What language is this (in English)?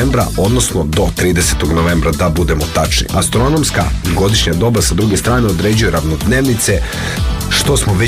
Serbian